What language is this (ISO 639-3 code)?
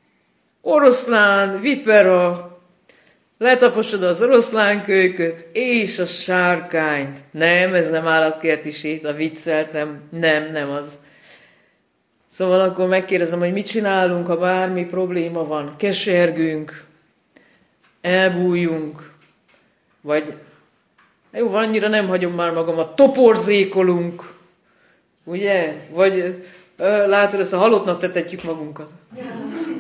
hun